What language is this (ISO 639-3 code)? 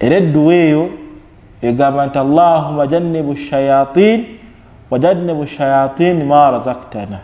lug